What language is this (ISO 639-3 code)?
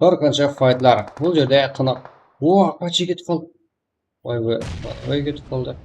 kaa